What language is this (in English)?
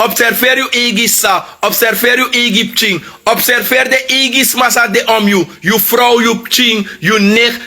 Sranan Tongo